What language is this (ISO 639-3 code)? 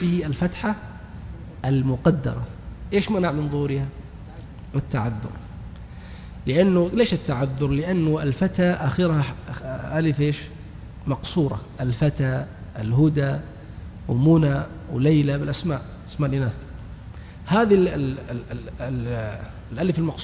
ara